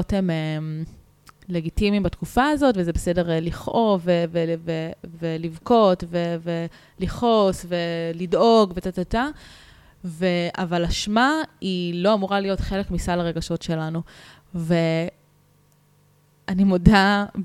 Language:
Hebrew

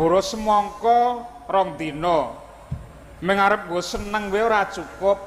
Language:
Javanese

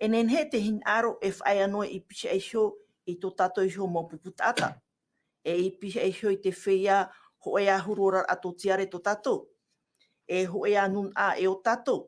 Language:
Tahitian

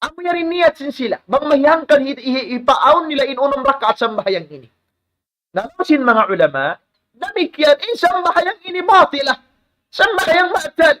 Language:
Tausug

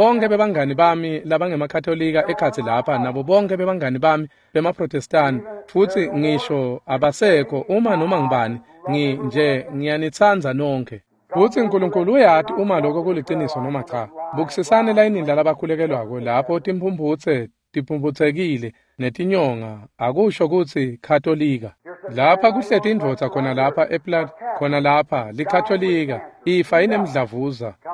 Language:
Swati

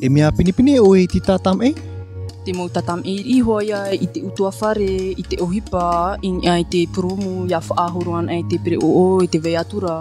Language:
Tahitian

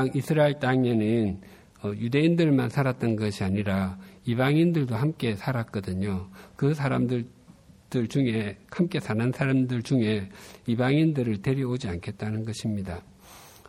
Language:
Korean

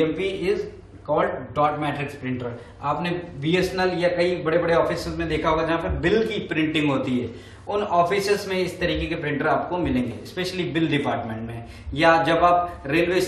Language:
Hindi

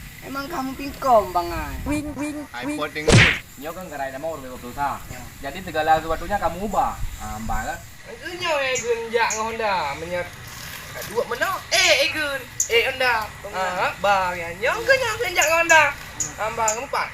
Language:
Achinese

